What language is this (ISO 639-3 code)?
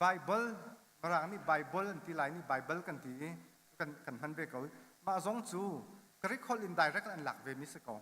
cnh